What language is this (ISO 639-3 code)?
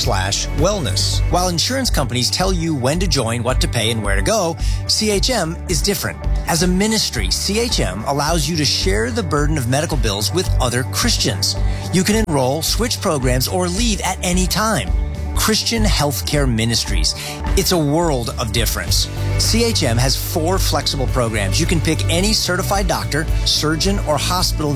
eng